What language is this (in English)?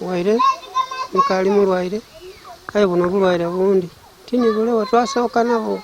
Ganda